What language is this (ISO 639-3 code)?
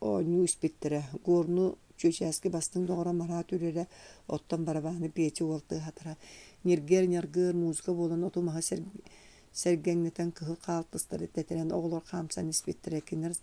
sah